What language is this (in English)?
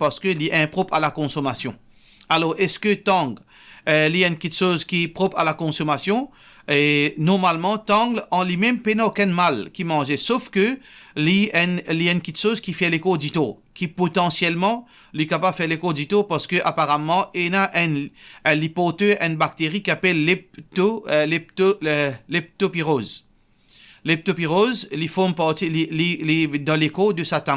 Morisyen